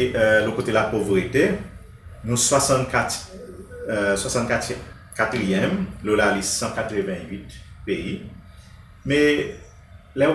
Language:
Seselwa Creole French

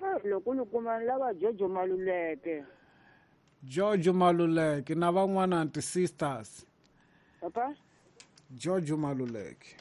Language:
Tsonga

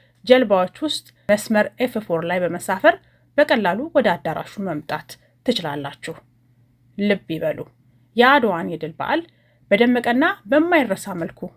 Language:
Amharic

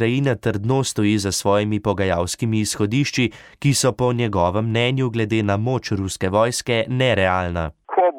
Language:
Slovenian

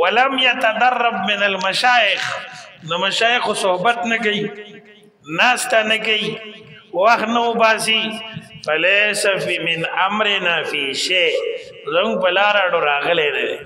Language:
Pashto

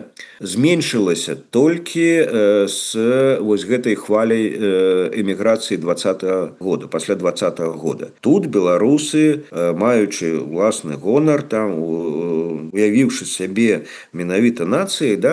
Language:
Belarusian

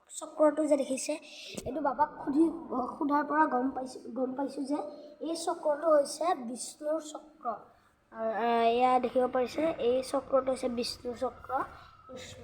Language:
Assamese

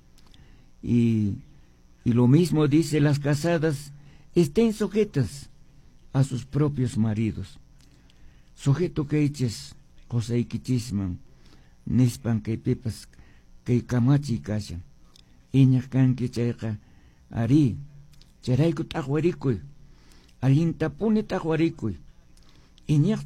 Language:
Quechua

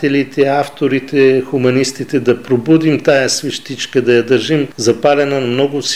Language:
Bulgarian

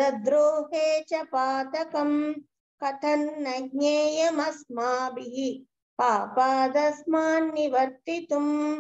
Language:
Sanskrit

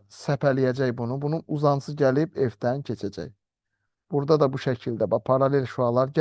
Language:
Azerbaijani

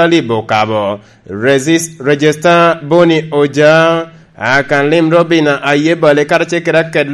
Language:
Lango (Uganda)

